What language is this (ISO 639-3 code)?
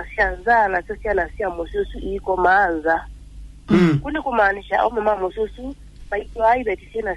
kam